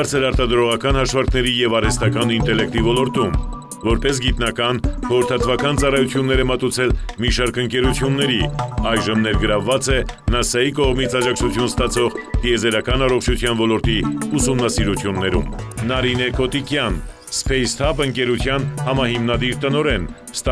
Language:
Armenian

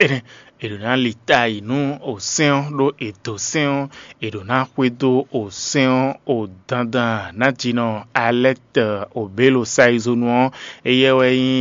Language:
Fon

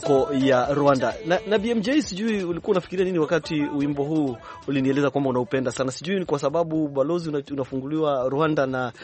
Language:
Swahili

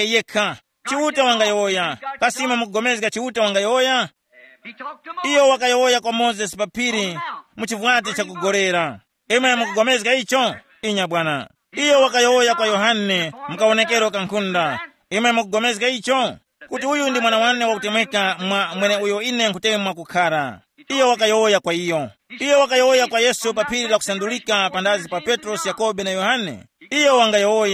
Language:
Tumbuka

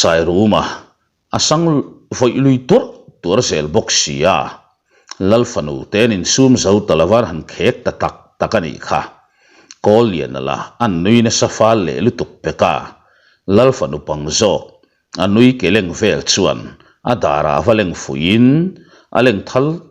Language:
Mizo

